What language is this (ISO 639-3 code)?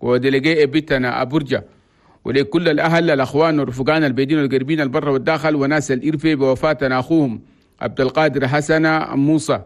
shu